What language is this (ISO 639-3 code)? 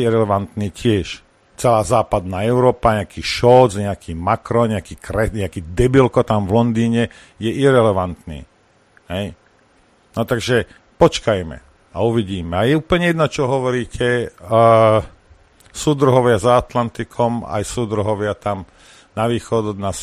slk